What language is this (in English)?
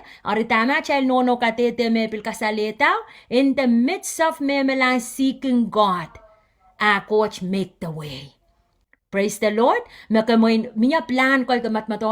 Pohnpeian